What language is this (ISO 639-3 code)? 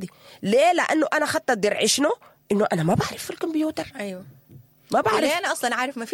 apd